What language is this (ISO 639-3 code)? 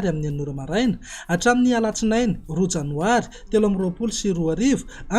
mlg